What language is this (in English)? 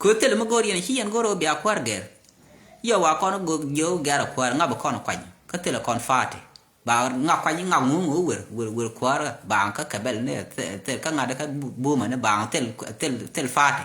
Nuer